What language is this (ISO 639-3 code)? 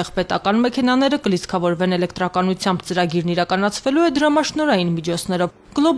hye